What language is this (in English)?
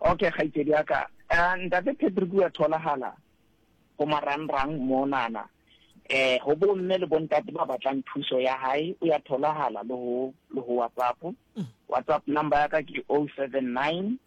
Southern Sotho